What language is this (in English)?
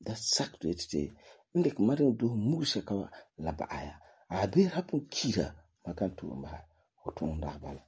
Frafra